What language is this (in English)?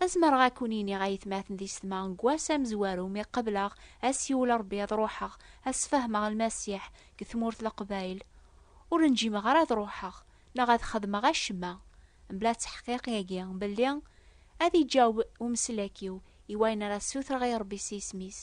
Kabyle